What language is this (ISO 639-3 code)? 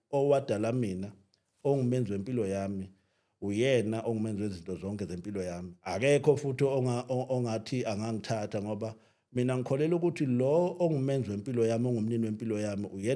zul